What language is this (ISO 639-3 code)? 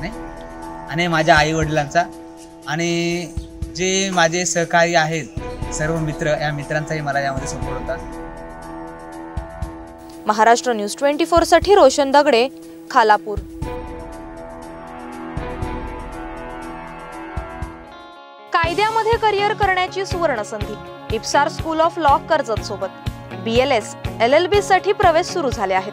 mar